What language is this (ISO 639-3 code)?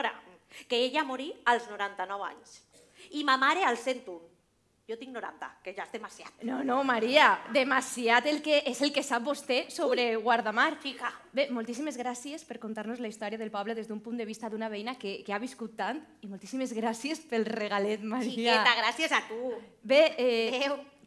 cat